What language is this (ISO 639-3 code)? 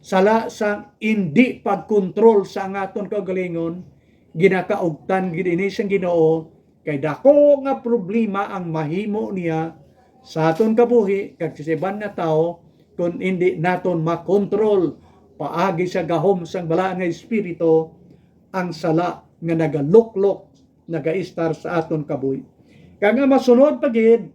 hil